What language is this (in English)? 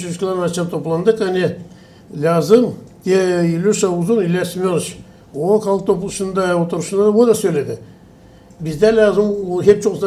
Gagauz